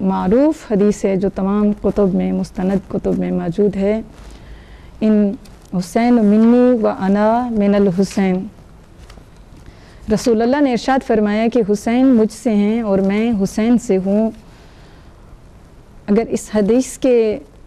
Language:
Urdu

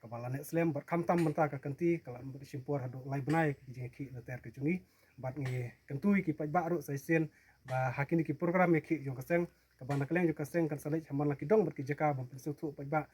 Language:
Khasi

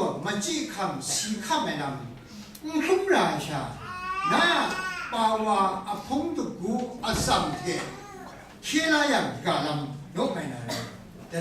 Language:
Kachin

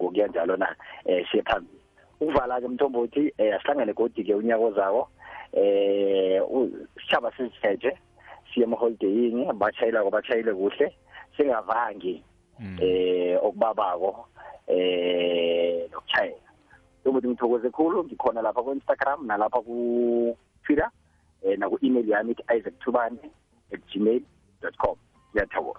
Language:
South Ndebele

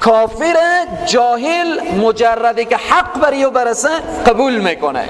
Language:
Persian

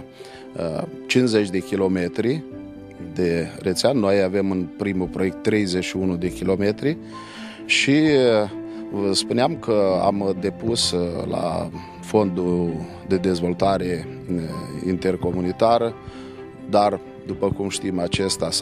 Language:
Romanian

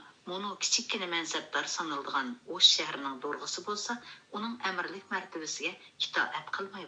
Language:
Uyghur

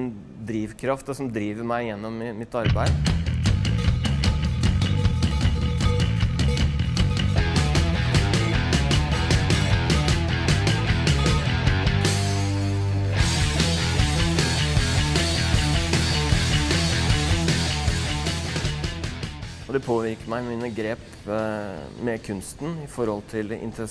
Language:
Norwegian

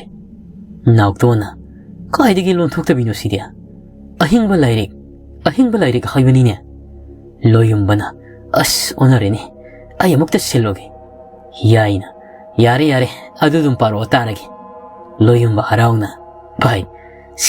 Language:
Manipuri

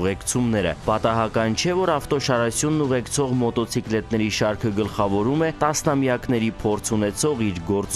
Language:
Armenian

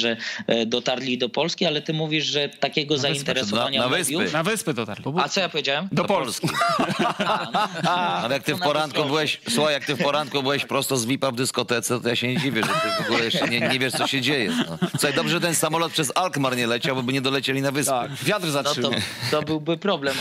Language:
Polish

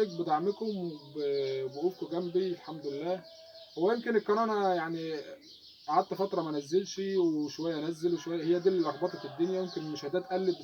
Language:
Egyptian Arabic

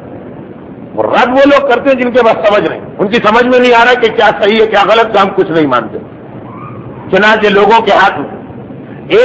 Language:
Urdu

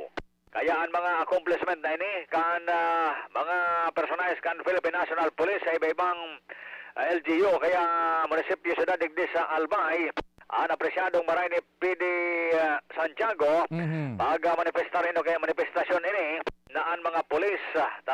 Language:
Bikol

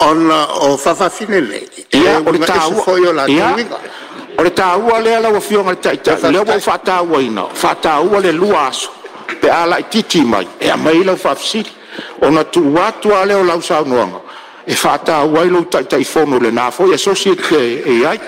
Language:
Samoan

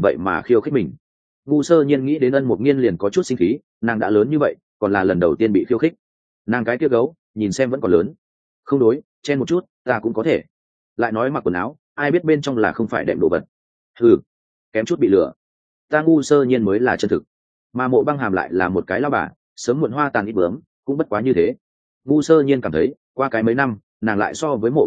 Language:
Vietnamese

